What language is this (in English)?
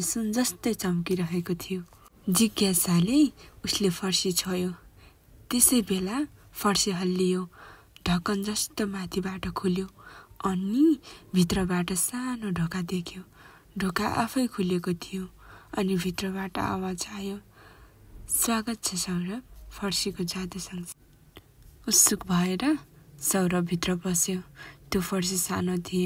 Nepali